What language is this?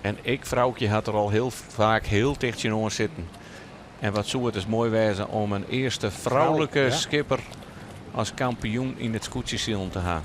Western Frisian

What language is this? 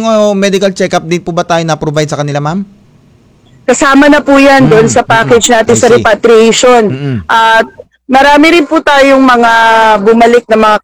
Filipino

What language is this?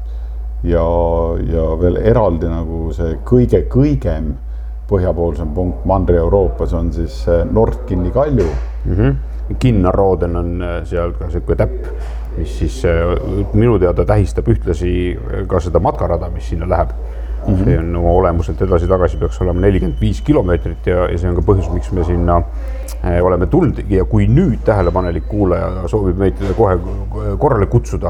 Estonian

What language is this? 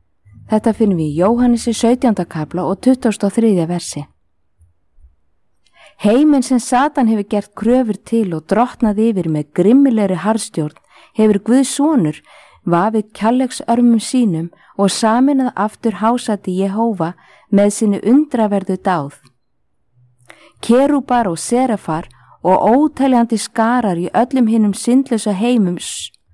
Icelandic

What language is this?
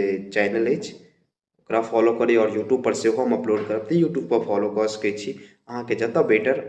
Maithili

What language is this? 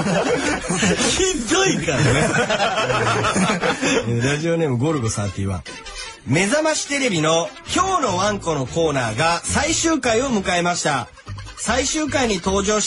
Japanese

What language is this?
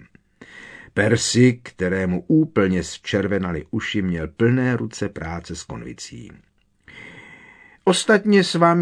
Czech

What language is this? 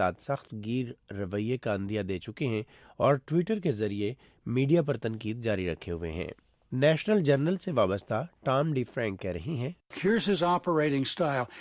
Urdu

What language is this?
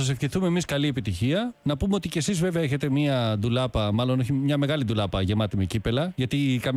Greek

